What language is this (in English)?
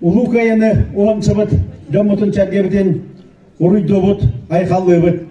Yakut